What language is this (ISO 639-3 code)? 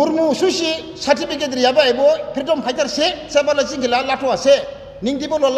dis